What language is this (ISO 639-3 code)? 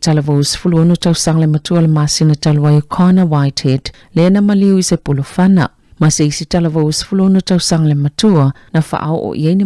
smo